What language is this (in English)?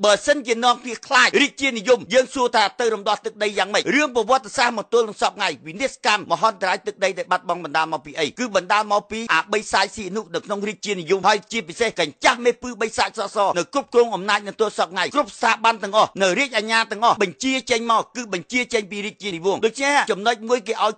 Khmer